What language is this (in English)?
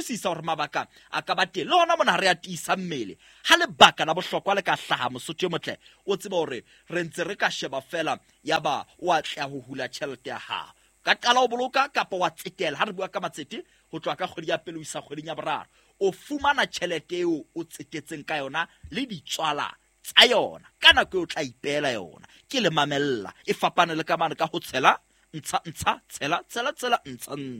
Southern Sotho